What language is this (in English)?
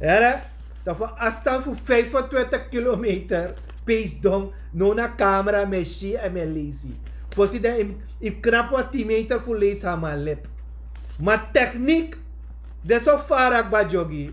Sranan Tongo